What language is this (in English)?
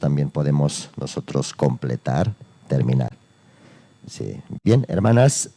South Bolivian Quechua